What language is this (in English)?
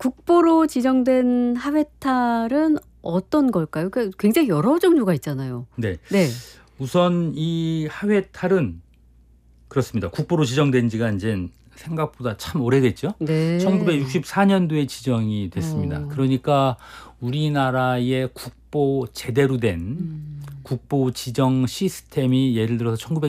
Korean